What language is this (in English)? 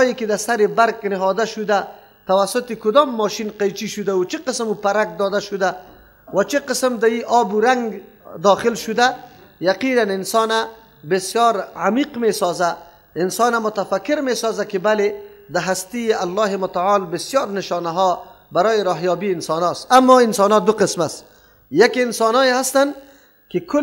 Persian